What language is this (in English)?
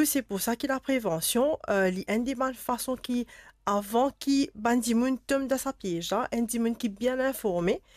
Morisyen